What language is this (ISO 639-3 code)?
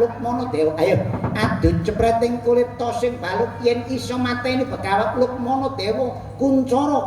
jav